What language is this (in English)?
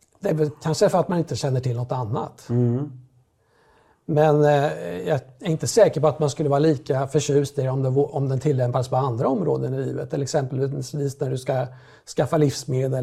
Swedish